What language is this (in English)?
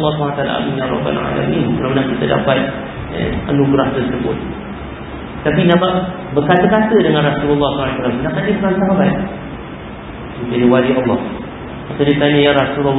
Malay